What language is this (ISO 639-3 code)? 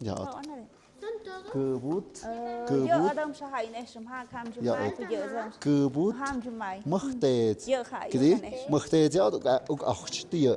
mxp